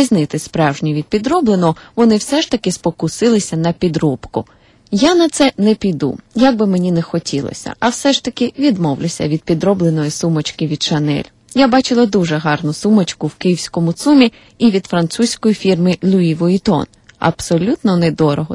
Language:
Ukrainian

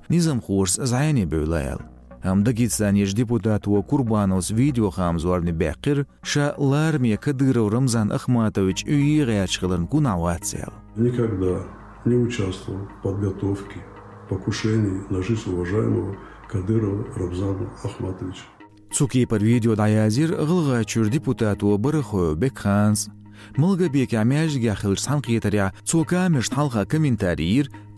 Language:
Chechen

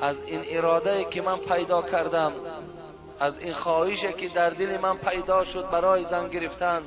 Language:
Tajik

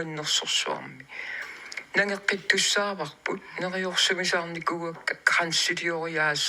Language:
Kalaallisut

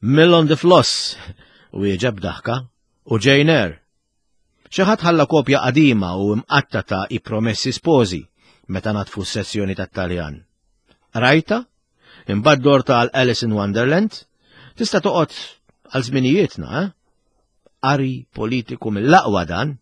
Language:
Maltese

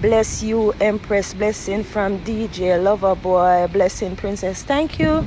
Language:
Jamaican Creole English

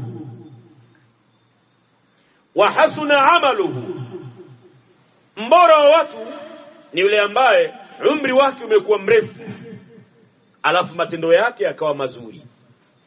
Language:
Swahili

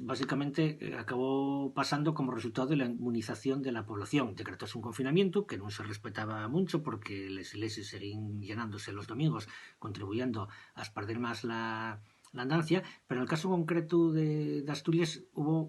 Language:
Asturian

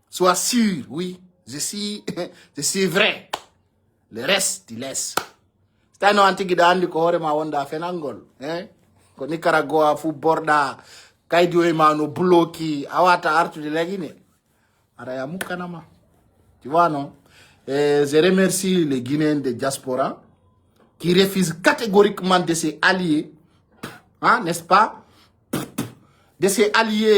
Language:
Fula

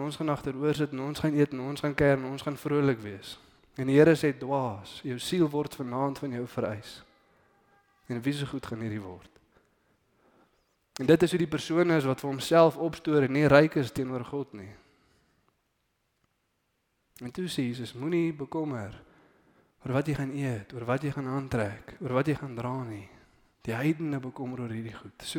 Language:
Afrikaans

